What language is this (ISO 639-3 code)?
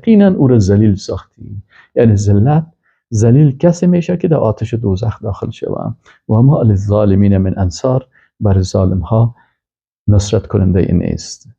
fas